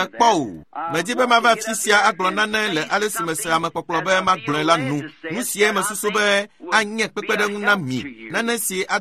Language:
Ewe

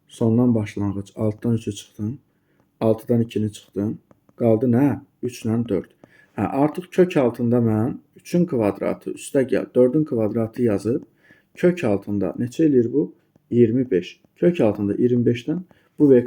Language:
Azerbaijani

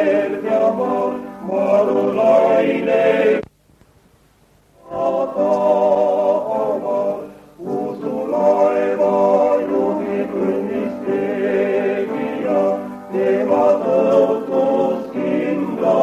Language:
Estonian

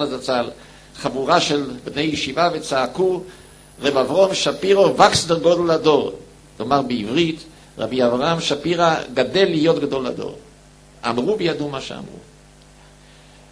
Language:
Hebrew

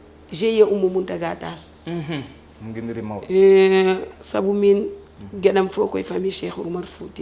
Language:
Fula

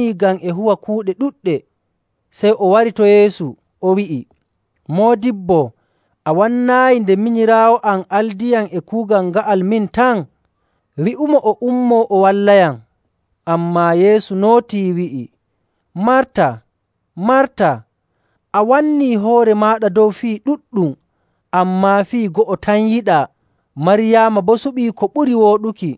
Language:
Nigerian Fulfulde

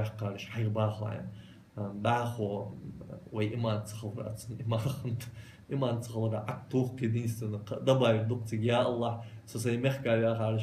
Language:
Ingush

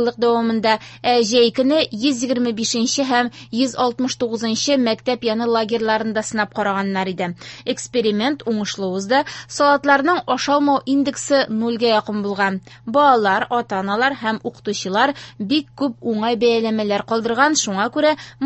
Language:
Tatar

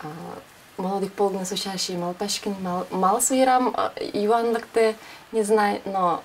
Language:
Udmurt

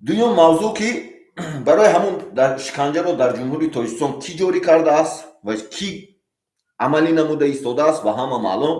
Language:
Tajik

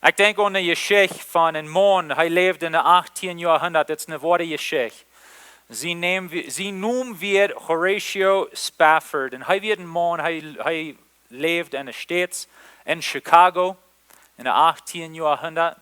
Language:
Plautdietsch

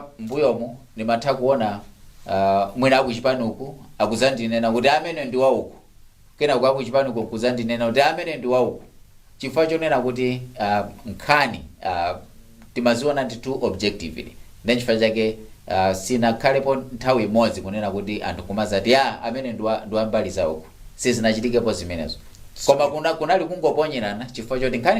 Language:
Nyanja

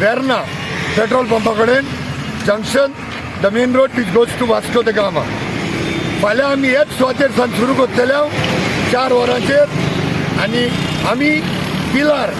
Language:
Konkani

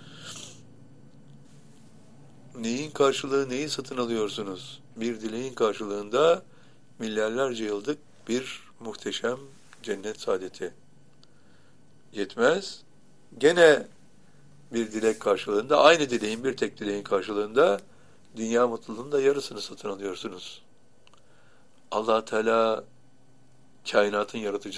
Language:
Turkish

